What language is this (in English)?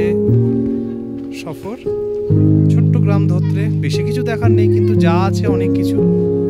Bangla